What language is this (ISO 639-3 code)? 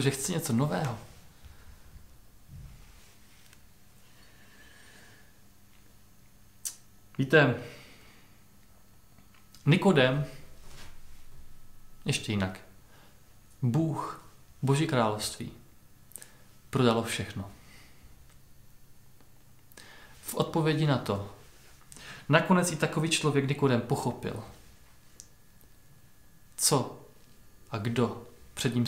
ces